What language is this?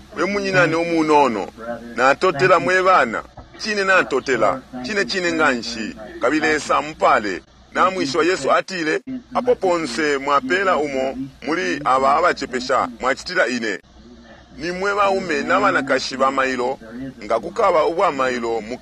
Bemba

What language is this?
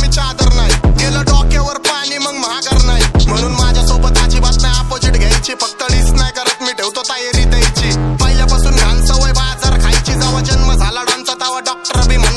Marathi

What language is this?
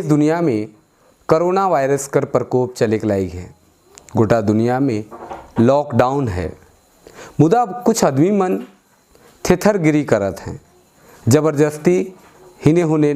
Sadri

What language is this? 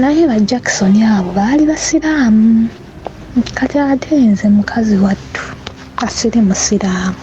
Ganda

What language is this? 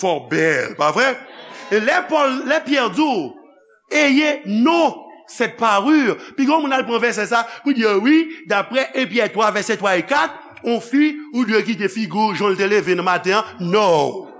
Haitian Creole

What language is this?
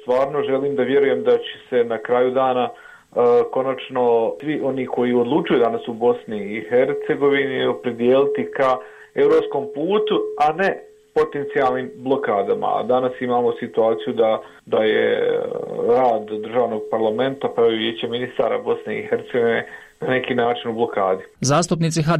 Bosnian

